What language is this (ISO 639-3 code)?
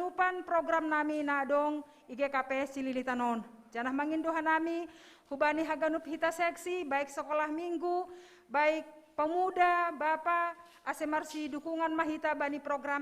bts